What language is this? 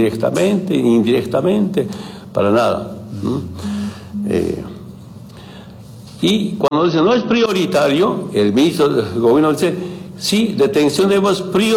Spanish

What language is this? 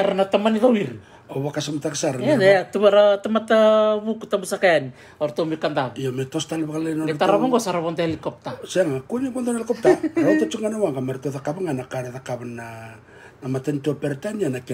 Fijian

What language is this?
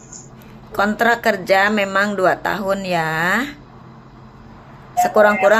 Indonesian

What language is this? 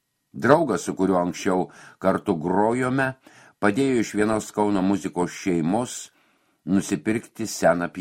Lithuanian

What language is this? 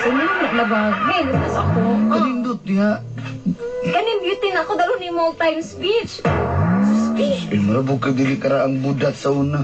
Cebuano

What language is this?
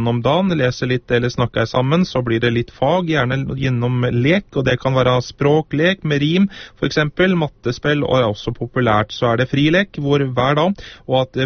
Norwegian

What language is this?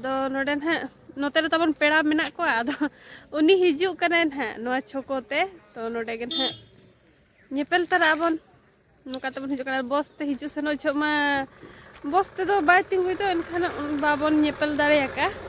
Santali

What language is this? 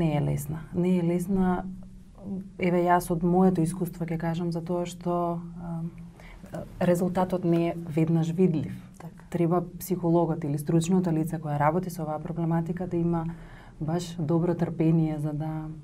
Macedonian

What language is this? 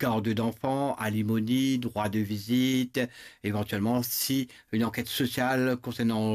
Morisyen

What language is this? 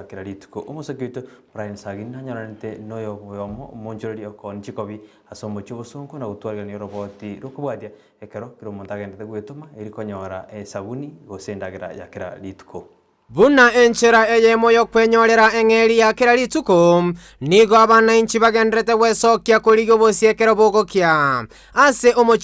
Gusii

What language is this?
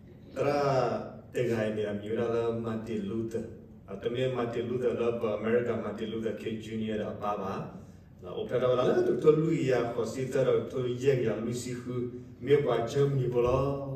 S'gaw Karen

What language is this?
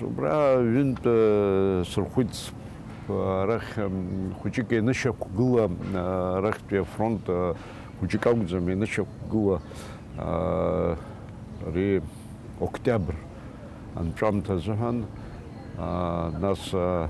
Abkhazian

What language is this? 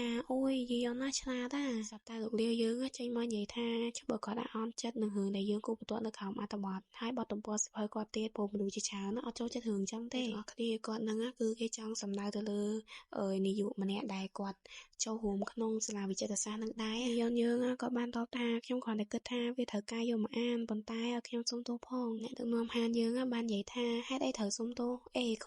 Khmer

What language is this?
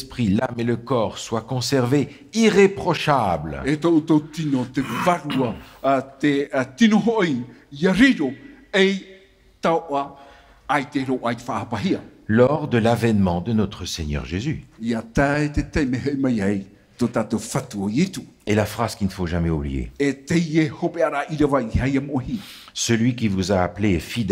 Tahitian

